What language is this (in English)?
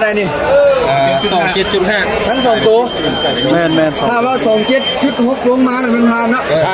Lao